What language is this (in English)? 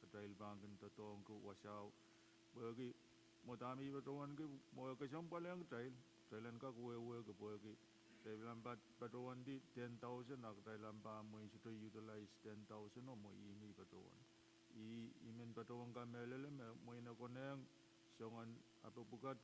Pohnpeian